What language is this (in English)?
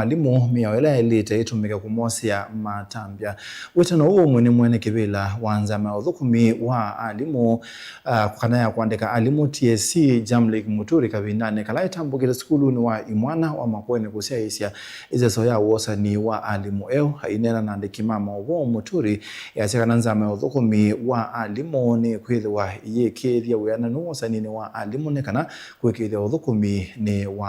Kamba